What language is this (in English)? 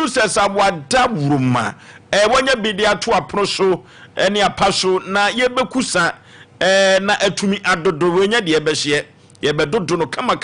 Akan